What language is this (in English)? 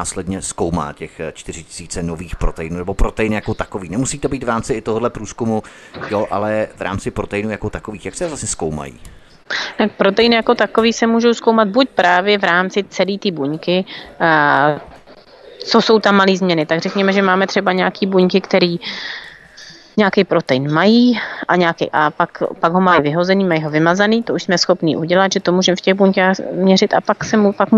Czech